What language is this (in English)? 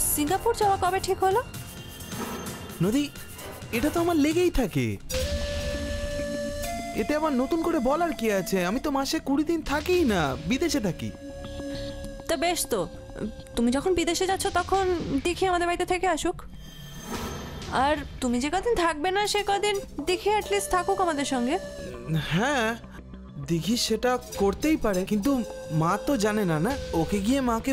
Bangla